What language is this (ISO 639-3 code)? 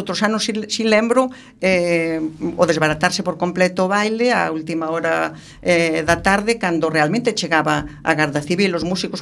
glg